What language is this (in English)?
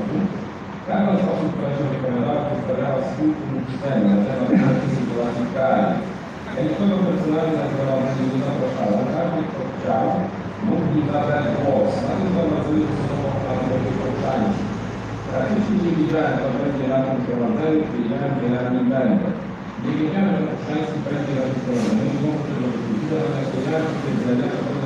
Polish